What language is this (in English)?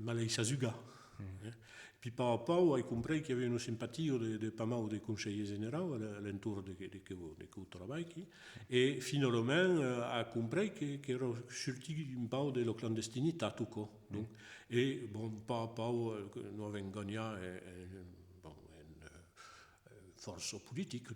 Occitan